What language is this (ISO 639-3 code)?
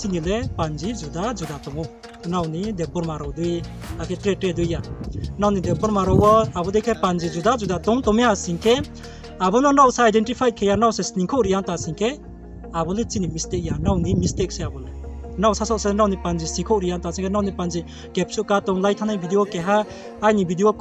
ria